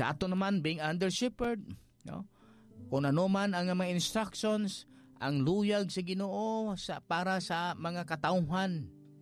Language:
Hiligaynon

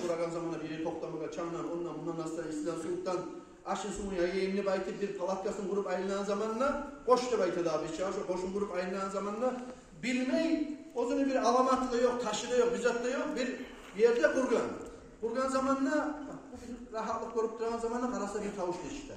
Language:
Kumyk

